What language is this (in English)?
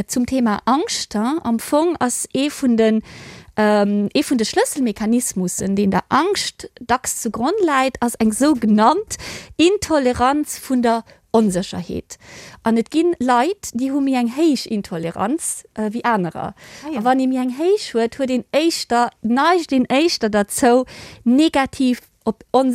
Luxembourgish